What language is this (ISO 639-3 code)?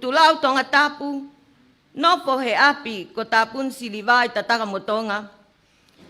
ton